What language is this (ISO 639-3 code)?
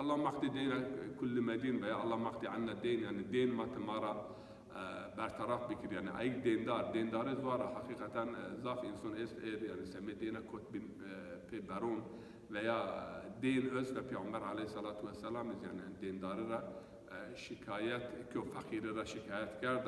zza